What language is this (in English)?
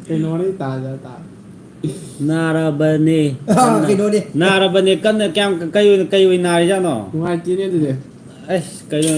Manipuri